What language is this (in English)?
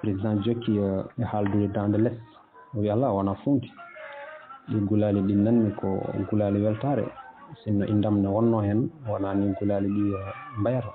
Fula